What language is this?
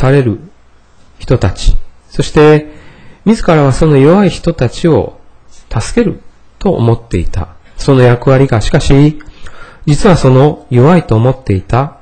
Japanese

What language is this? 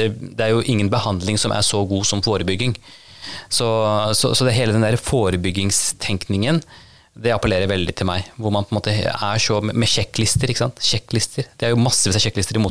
Norwegian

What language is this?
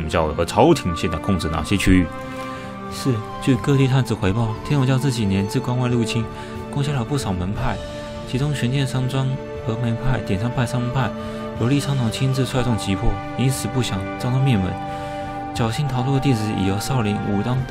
Chinese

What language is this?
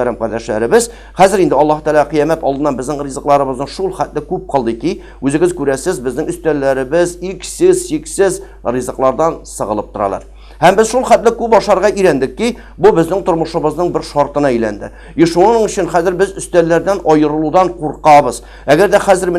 Tatar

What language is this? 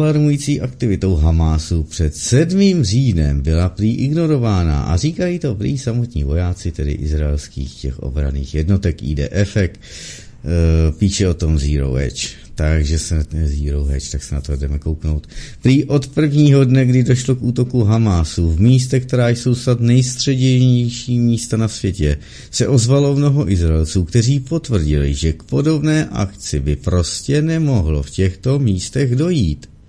Czech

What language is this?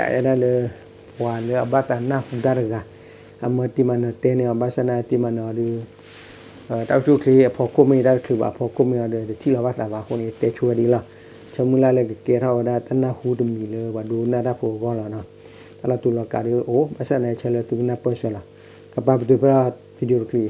S'gaw Karen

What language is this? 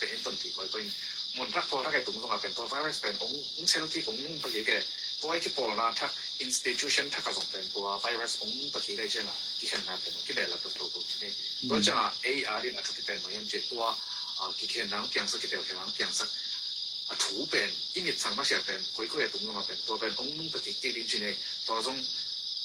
Tedim Chin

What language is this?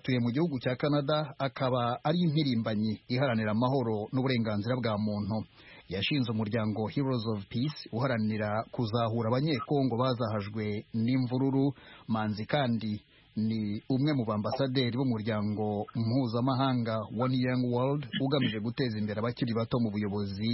Kinyarwanda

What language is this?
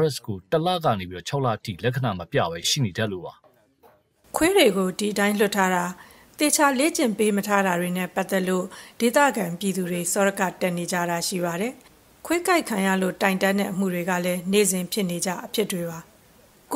Burmese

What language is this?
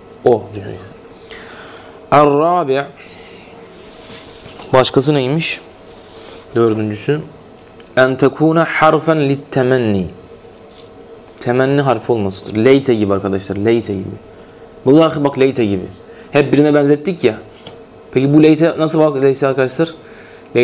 Turkish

